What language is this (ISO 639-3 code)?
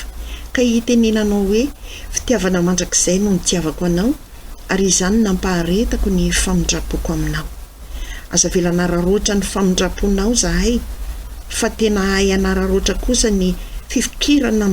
mlg